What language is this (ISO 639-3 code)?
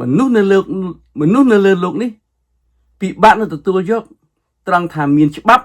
khm